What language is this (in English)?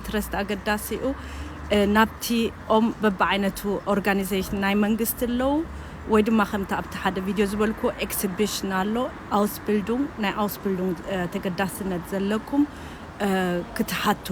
Tigrinya